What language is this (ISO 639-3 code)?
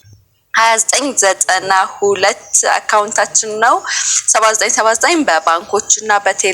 amh